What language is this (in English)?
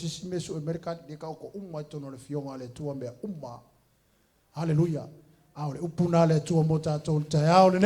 Samoan